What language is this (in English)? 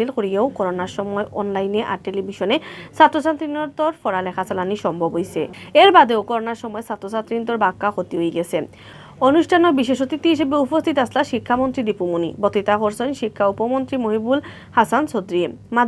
Sylheti